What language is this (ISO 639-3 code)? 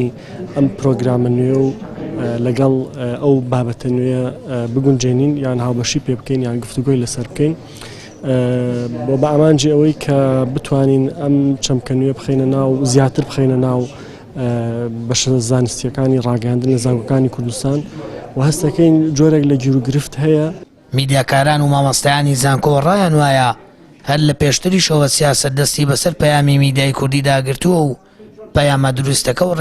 ckb